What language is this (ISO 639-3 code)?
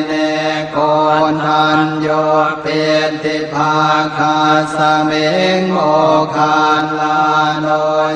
pli